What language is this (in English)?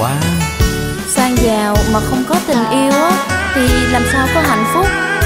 Vietnamese